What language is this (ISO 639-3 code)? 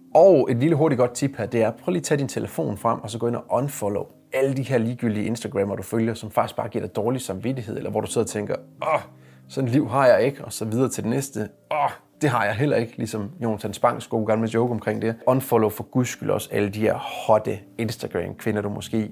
dan